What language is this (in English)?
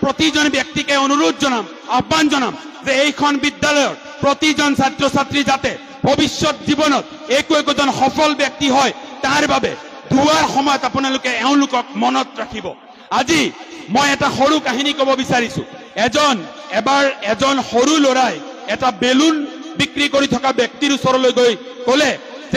Assamese